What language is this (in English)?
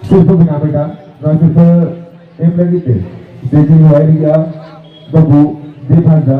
Santali